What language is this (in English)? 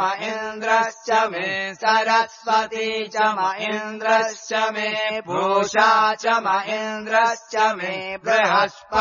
Sanskrit